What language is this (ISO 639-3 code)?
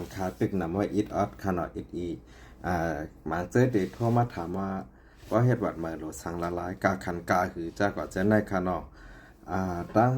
shn